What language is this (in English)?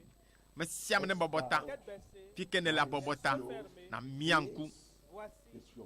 Ewe